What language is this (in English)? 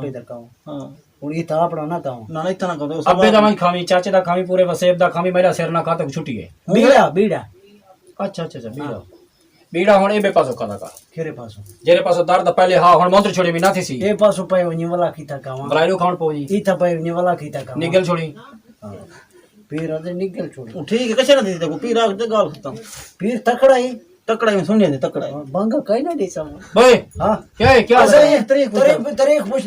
Saraiki